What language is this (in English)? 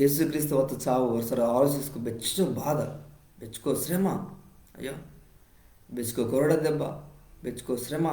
Koya